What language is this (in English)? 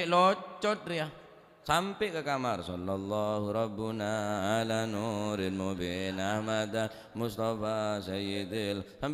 Madurese